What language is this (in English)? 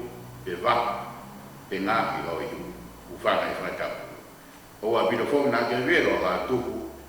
Tongan